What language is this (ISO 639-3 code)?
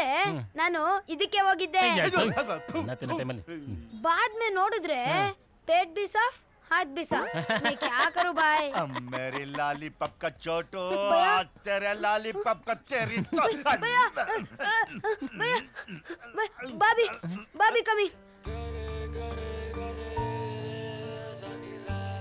kan